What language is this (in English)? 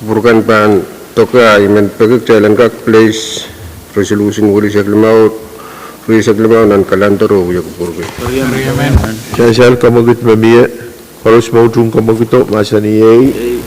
Pohnpeian